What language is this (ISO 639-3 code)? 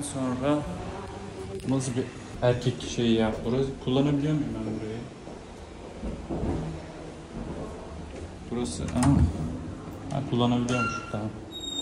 tur